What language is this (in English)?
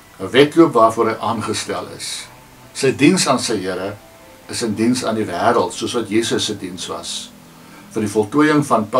Afrikaans